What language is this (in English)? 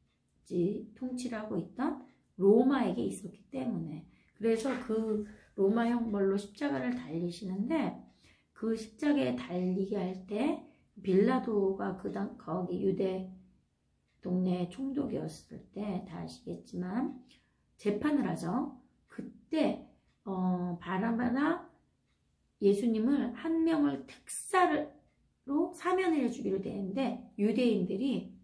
Korean